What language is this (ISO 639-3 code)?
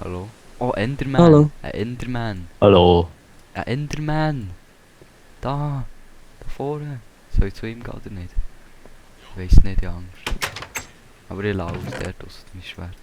gsw